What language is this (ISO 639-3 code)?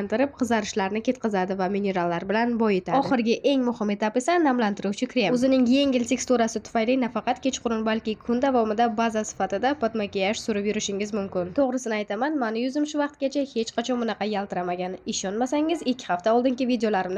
uzb